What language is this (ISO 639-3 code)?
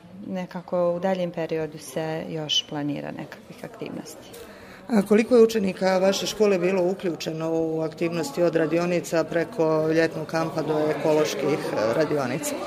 hrv